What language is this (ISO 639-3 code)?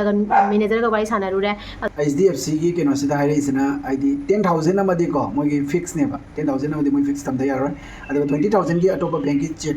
mni